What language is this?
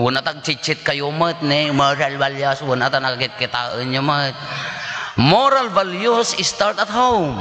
Iloko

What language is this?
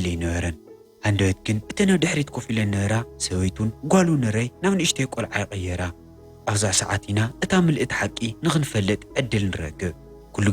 Tigrinya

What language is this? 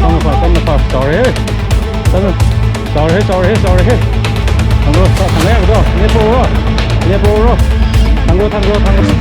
Manipuri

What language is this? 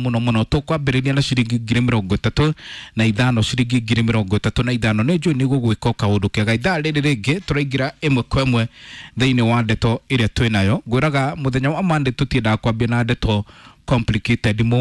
Kikuyu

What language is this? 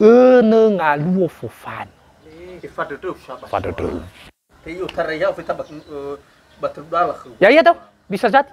Nias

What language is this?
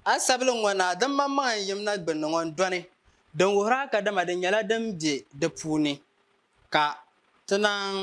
Dagbani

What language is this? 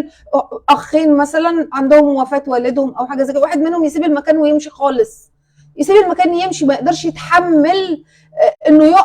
Egyptian Arabic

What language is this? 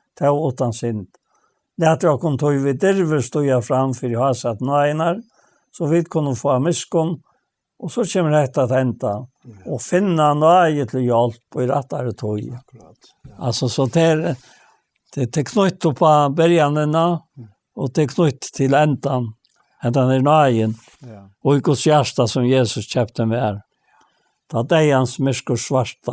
Faroese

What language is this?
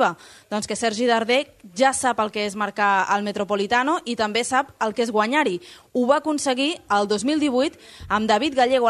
Catalan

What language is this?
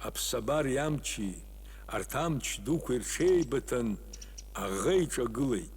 Abkhazian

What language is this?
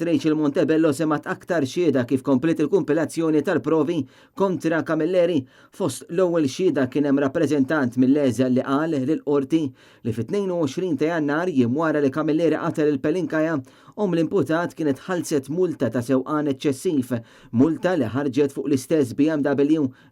Maltese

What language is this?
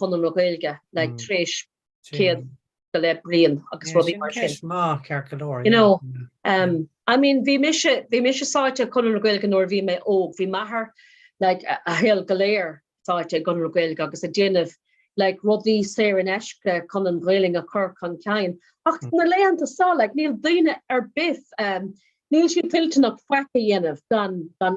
Irish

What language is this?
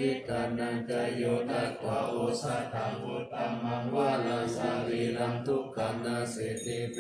Pali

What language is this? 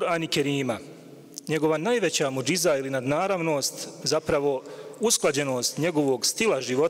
Bosnian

